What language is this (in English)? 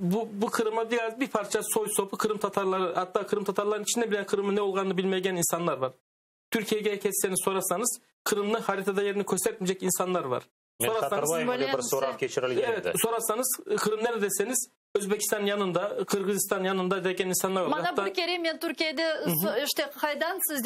Crimean Tatar